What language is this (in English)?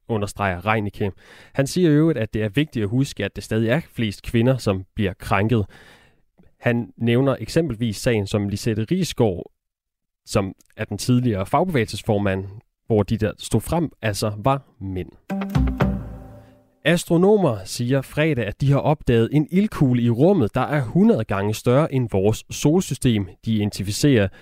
Danish